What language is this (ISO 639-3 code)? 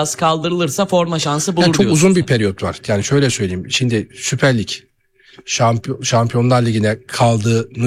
tur